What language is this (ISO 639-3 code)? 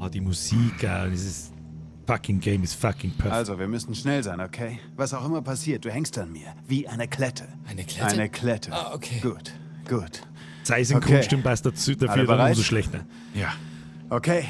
bar